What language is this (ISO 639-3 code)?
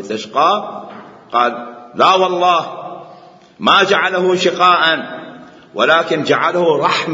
acm